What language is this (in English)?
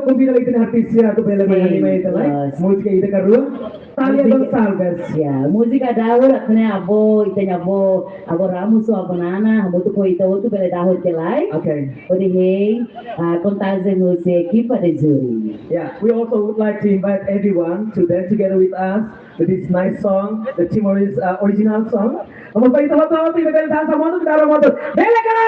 Tetum